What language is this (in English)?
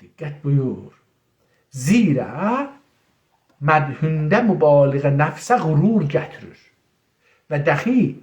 South Azerbaijani